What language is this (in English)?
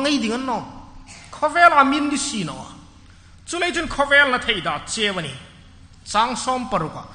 Hmar